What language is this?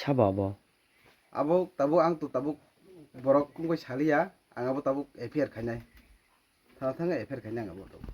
Kok Borok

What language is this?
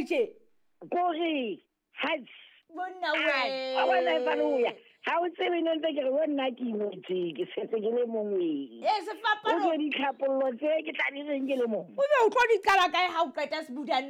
Southern Sotho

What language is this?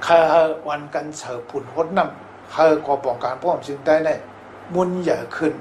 Shan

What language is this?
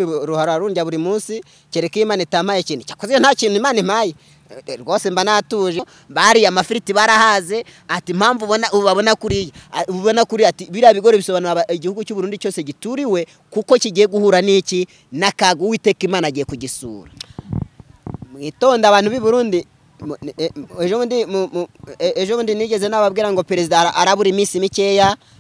Kinyarwanda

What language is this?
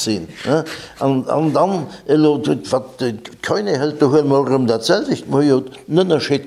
Luxembourgish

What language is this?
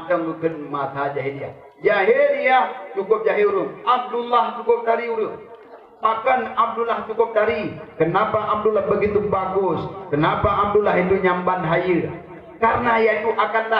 Achinese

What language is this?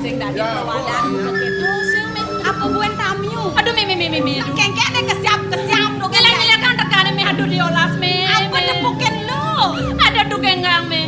Balinese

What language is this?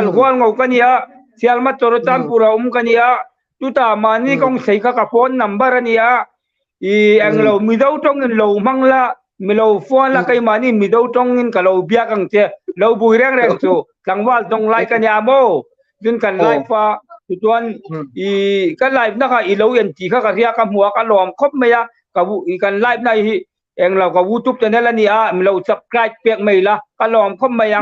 Hmar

